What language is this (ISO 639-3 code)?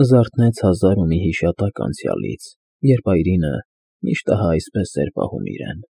hye